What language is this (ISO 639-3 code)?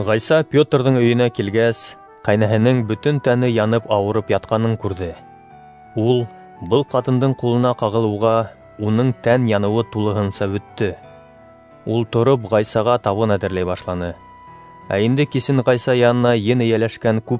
bak